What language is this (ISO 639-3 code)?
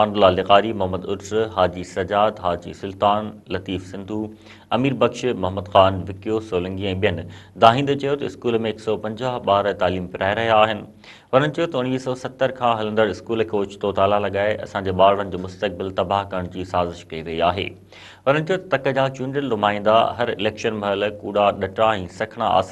snd